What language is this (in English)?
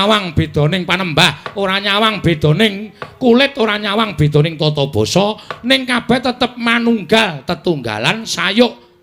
Javanese